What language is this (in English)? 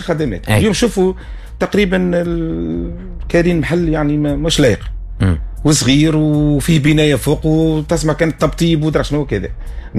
Tunisian Arabic